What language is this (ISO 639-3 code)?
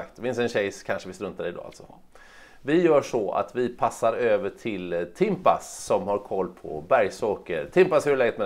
swe